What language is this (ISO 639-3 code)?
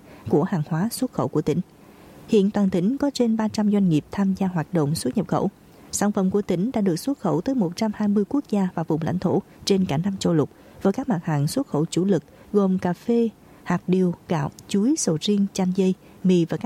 vie